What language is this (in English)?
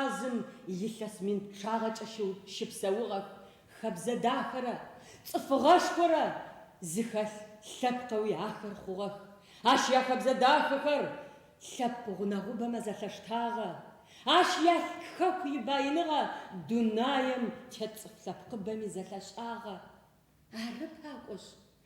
Adyghe